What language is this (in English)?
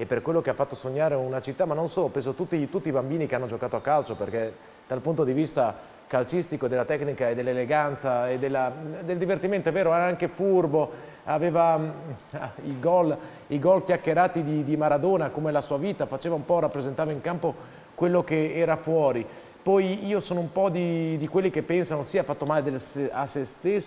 Italian